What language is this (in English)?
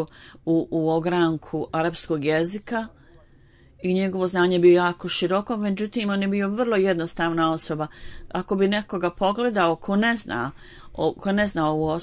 Bosnian